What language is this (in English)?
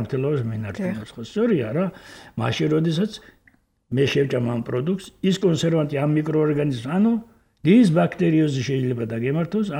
Georgian